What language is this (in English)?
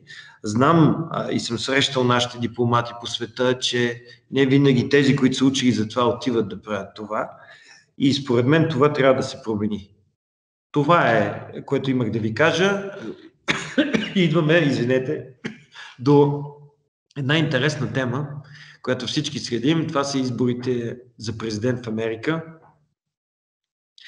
Bulgarian